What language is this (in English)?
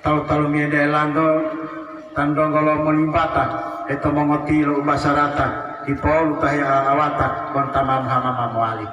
Gorontalo